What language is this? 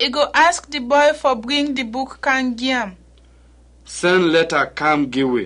Krio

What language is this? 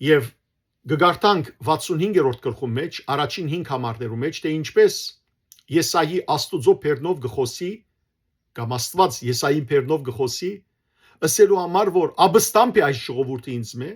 Western Armenian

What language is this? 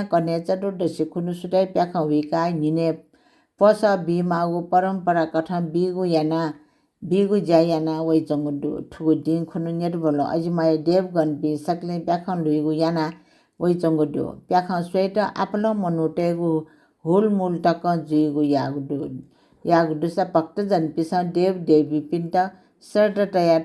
Newari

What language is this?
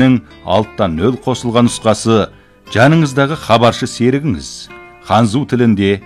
Kazakh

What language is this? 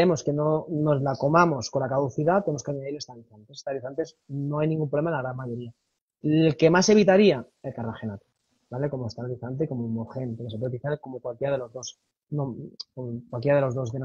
Spanish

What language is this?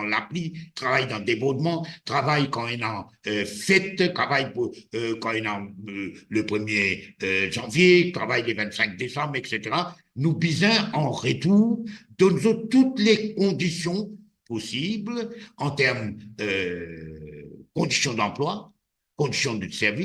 Morisyen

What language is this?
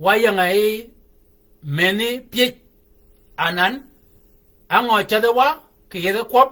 Shilluk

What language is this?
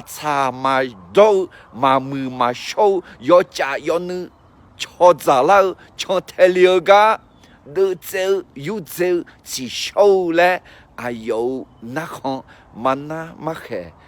Akha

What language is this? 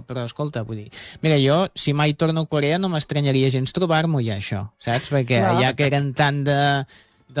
Catalan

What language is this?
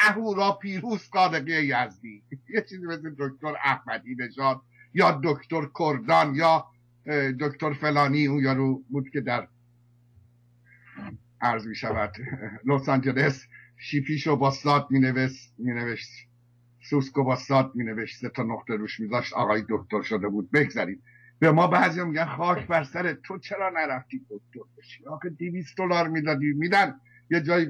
Persian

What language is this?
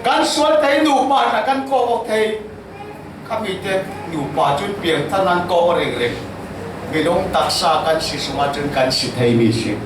Falam Chin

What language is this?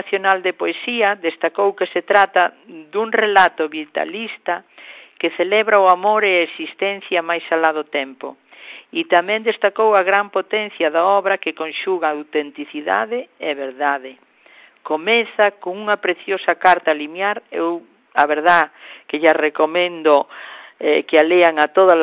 Galician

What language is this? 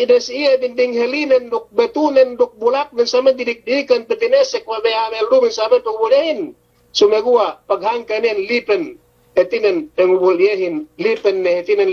Yakan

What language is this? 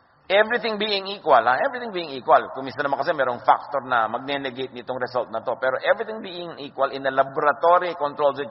Filipino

